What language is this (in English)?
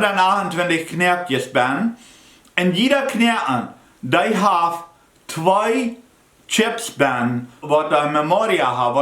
Plautdietsch